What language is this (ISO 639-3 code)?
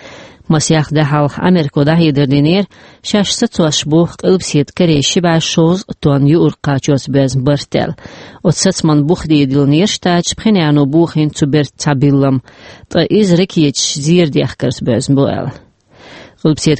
che